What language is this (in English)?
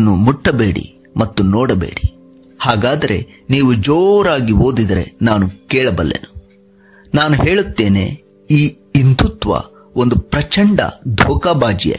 Kannada